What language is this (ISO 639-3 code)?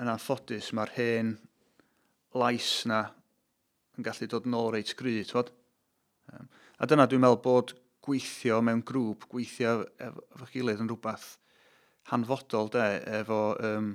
cym